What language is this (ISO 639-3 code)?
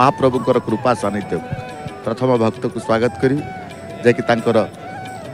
ori